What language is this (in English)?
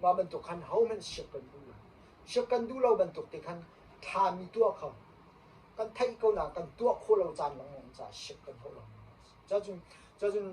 Hakha Chin